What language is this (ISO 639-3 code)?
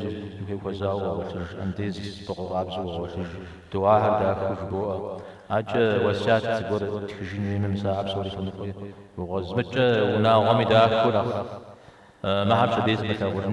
kbd